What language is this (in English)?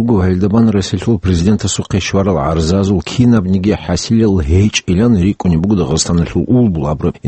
Avaric